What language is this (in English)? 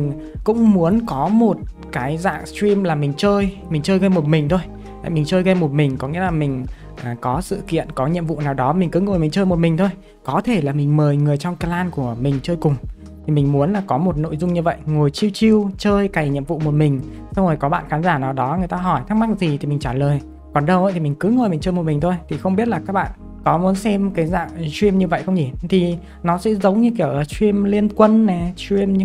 Vietnamese